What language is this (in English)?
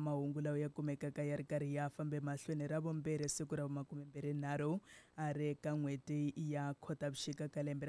Tsonga